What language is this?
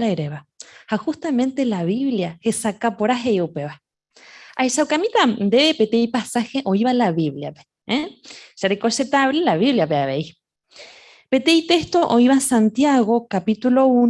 Guarani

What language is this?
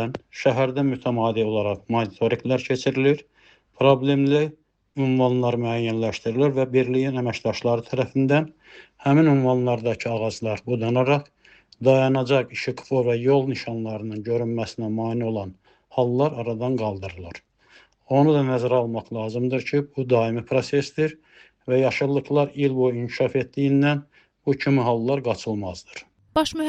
Azerbaijani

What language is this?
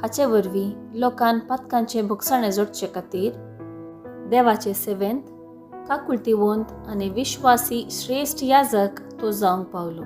Konkani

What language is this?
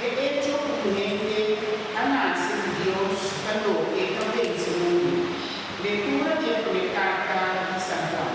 Papiamento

